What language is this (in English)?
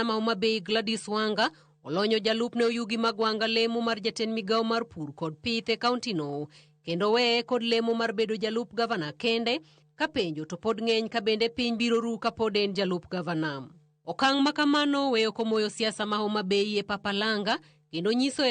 Luo (Kenya and Tanzania)